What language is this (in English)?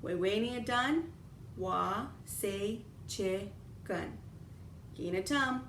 Chippewa